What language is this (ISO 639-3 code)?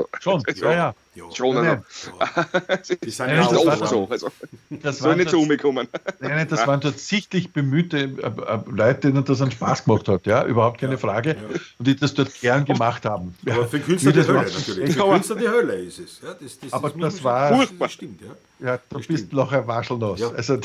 bar